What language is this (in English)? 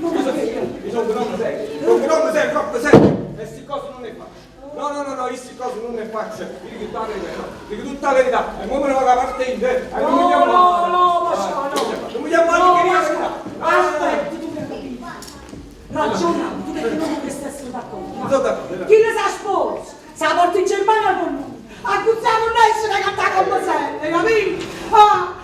Neapolitan